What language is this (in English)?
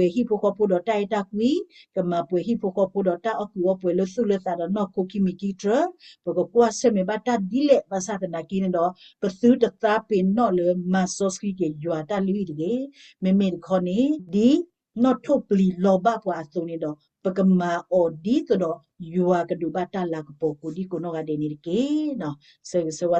S'gaw Karen